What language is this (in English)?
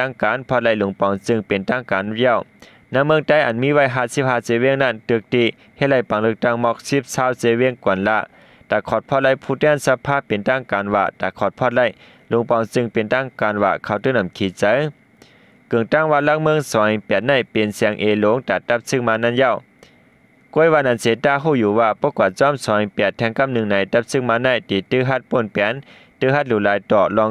Shan